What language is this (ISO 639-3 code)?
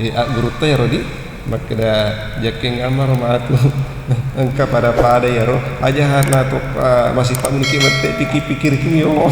bug